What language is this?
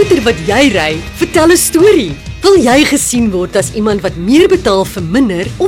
Afrikaans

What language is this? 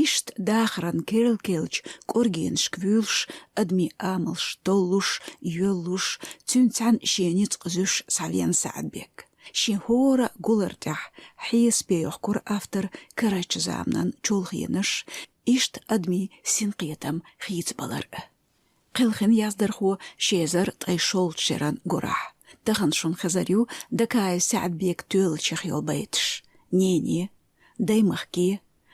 Chechen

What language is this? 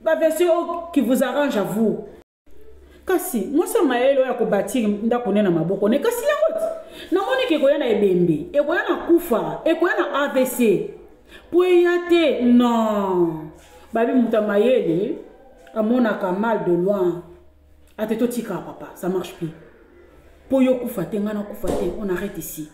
Lingala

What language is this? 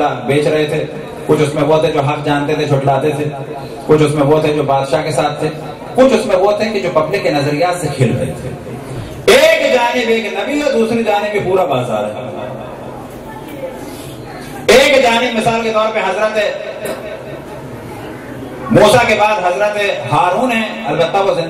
Urdu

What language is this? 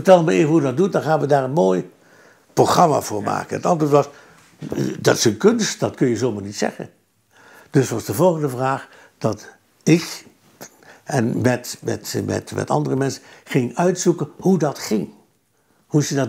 Dutch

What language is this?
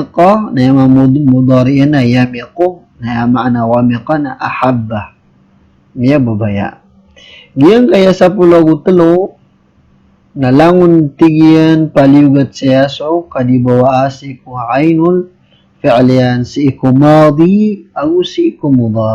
Maranao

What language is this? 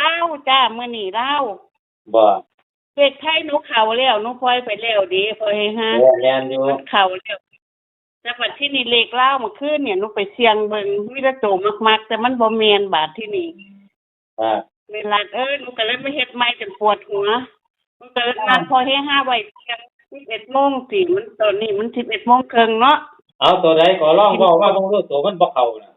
Northeastern Thai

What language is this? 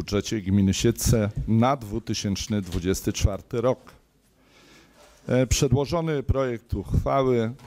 Polish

